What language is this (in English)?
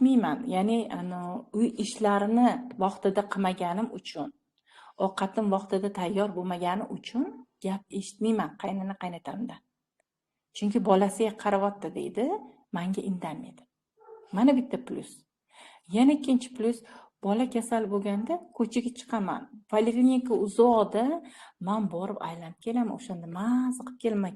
Uzbek